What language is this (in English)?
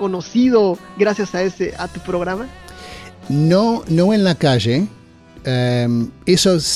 Spanish